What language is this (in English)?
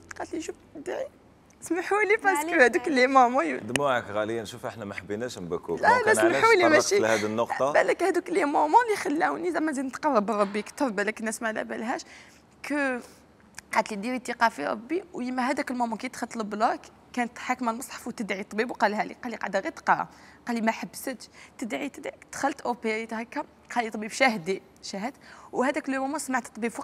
Algerian Arabic